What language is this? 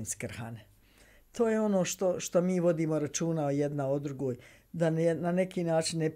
Bosnian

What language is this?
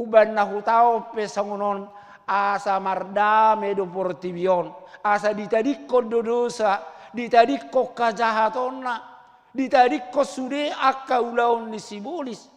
Batak Toba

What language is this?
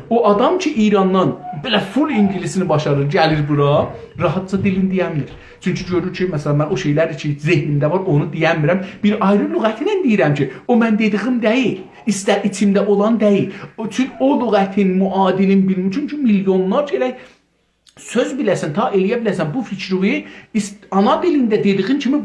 South Azerbaijani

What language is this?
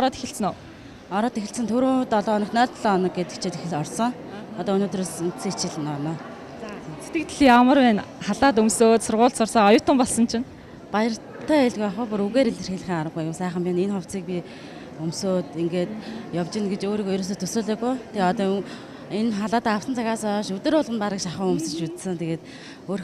Mongolian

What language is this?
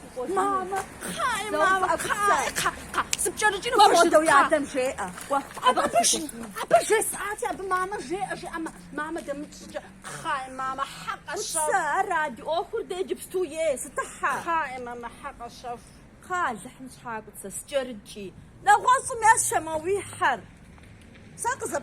Kabardian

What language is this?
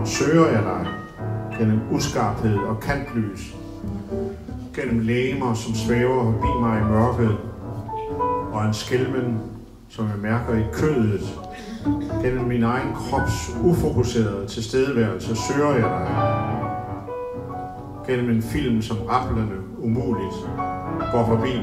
Danish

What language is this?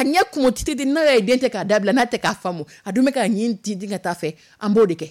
Dyula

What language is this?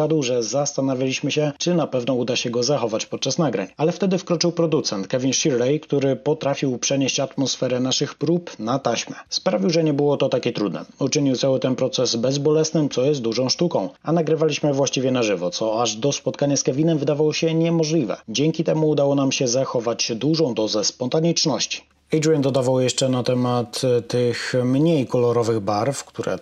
Polish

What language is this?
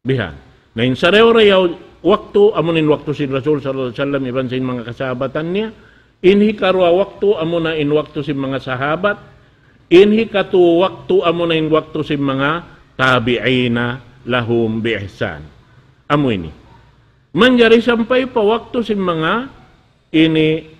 Tausug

